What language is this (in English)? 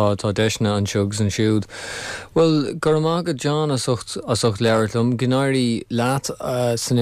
Irish